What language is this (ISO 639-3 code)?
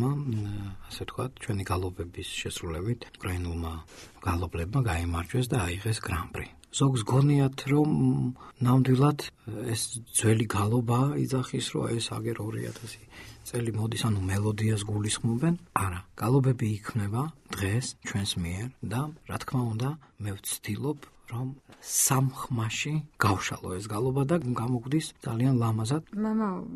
kat